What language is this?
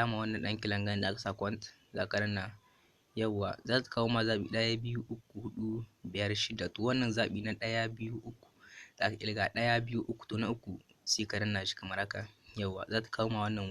Hausa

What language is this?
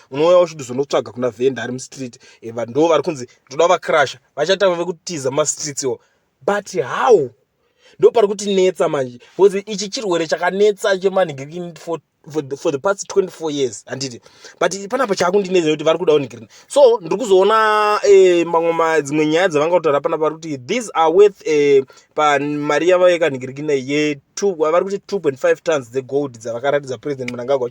Shona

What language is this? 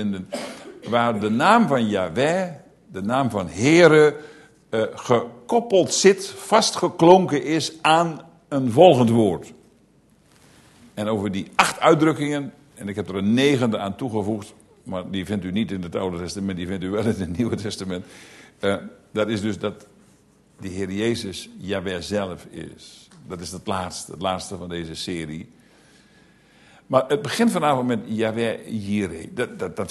Dutch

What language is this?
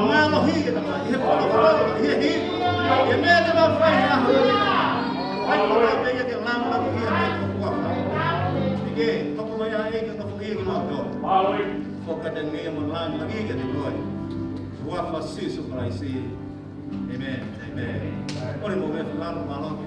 Tongan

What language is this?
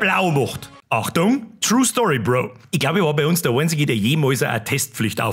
Bavarian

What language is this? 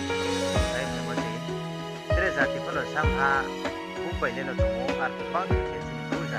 Riang (India)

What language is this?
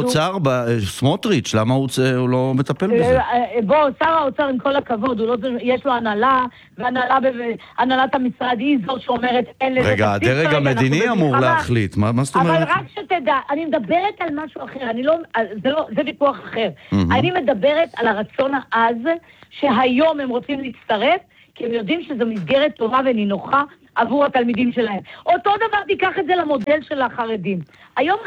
Hebrew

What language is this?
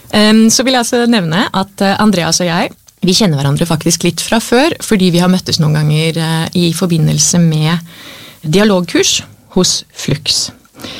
Norwegian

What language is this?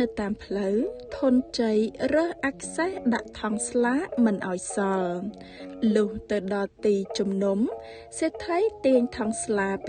Khmer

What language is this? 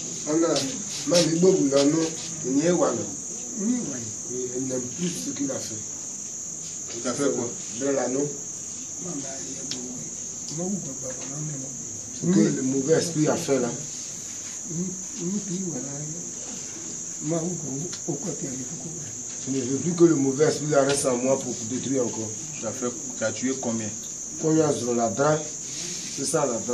French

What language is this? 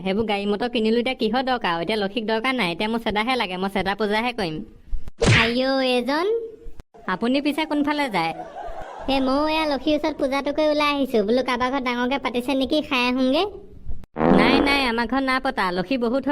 Assamese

